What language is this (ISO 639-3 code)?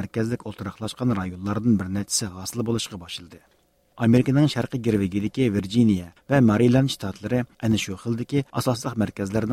uig